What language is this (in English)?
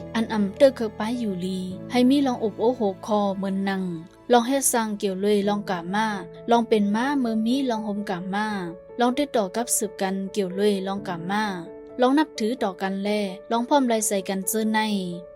Shan